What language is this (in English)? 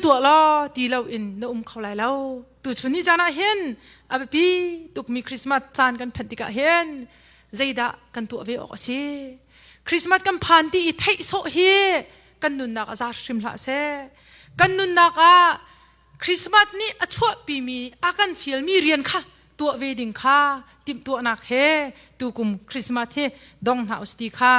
Hakha Chin